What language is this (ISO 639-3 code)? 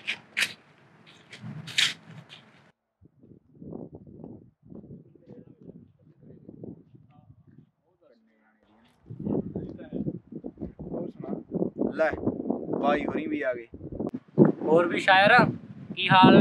pan